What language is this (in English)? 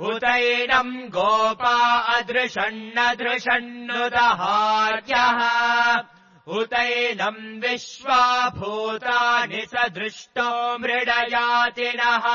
Sanskrit